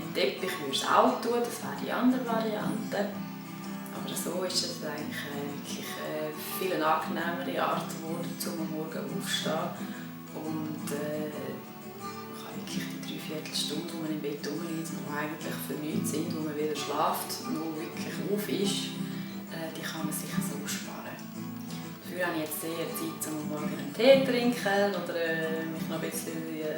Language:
Swiss German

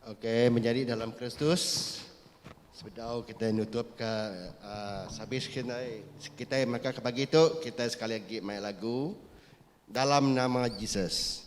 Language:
Iban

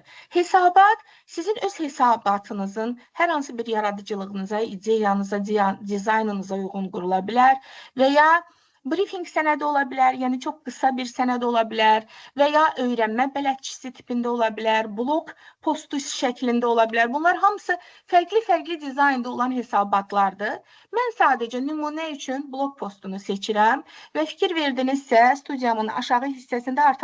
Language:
Azerbaijani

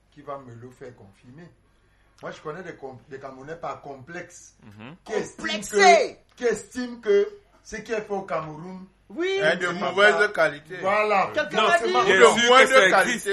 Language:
French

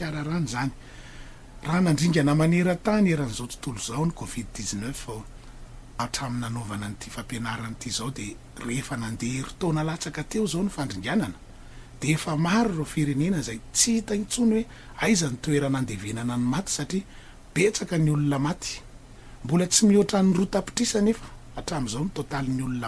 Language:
Malagasy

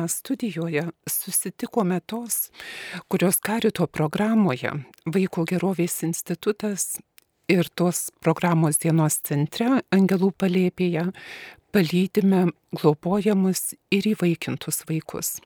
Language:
Lithuanian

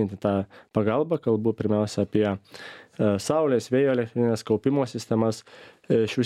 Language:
Lithuanian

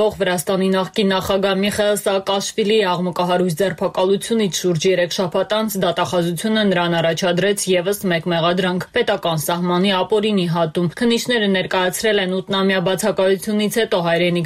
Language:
Armenian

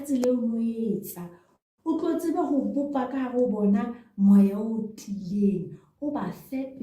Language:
Southern Sotho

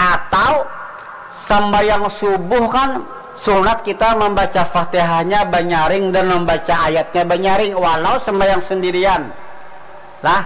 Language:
Banjar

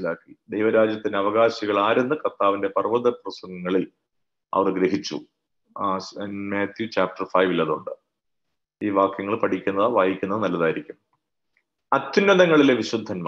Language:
Malayalam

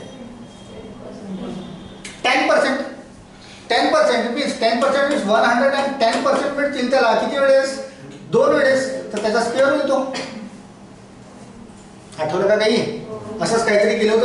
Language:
Marathi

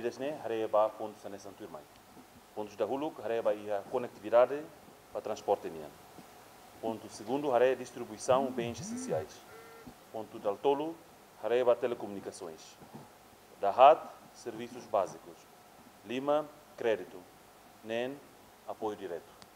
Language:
Tetum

